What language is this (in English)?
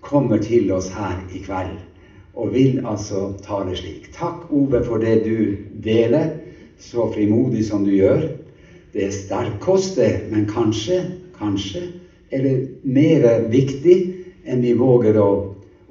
Norwegian